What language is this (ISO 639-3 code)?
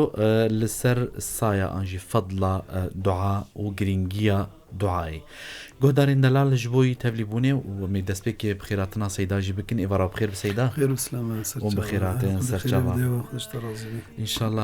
kur